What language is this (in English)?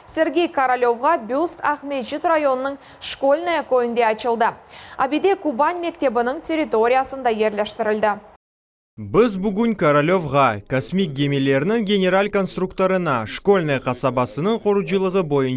Crimean Tatar